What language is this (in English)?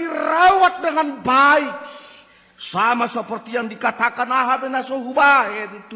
Batak Toba